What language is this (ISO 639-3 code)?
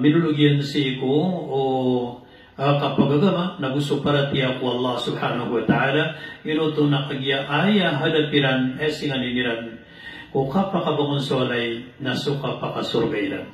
mrw